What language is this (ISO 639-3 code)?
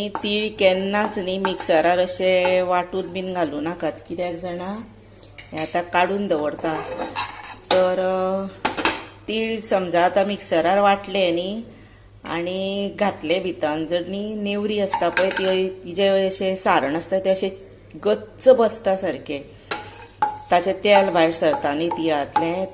kok